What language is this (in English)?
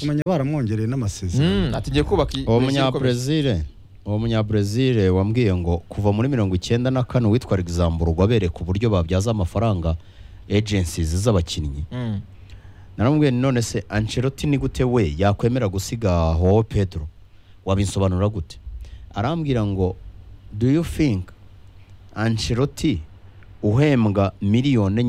Kinyarwanda